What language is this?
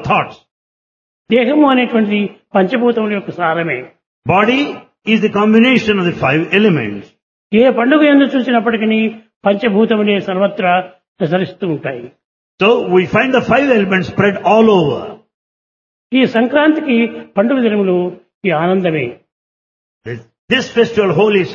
Telugu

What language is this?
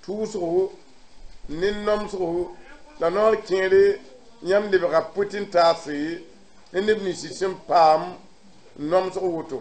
Mossi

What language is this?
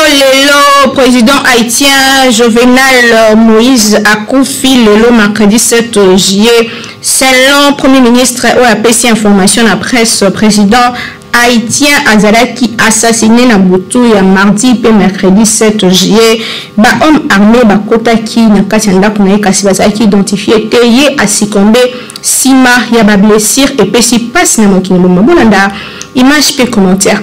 Lingala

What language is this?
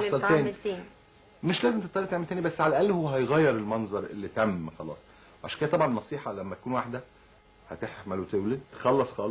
Egyptian Arabic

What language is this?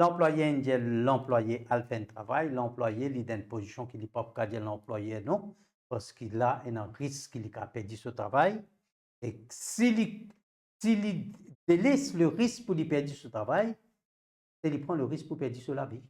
Morisyen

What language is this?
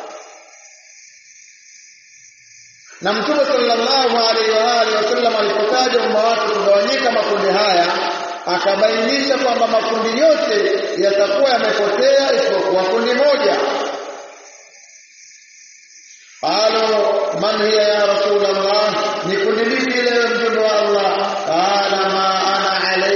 Swahili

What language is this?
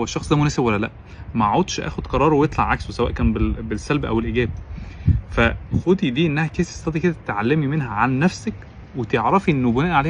Egyptian Arabic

